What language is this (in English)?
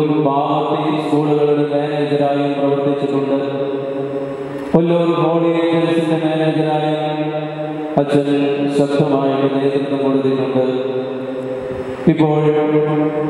Malayalam